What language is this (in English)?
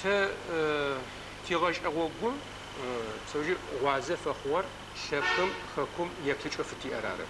Adyghe